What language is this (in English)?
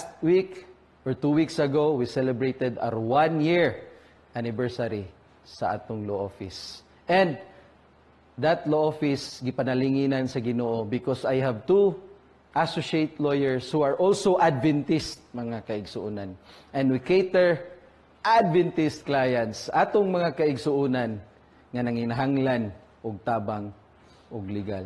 Cebuano